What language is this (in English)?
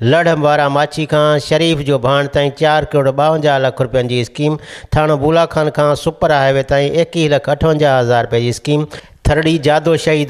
Sindhi